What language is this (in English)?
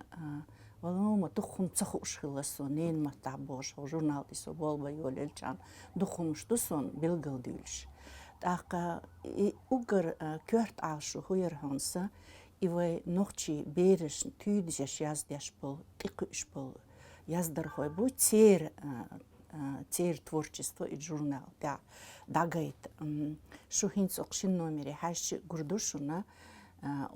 Chechen